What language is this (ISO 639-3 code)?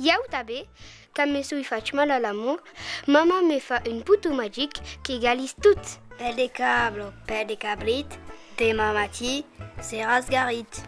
oci